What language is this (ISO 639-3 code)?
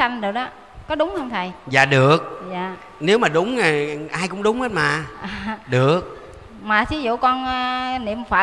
vie